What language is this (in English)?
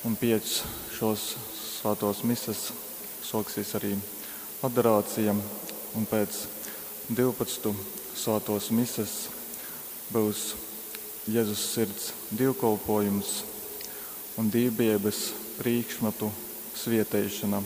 Latgalian